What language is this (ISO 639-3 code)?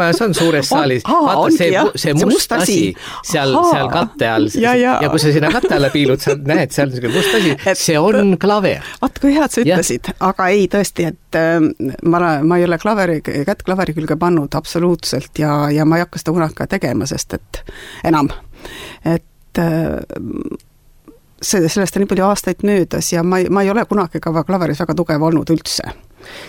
est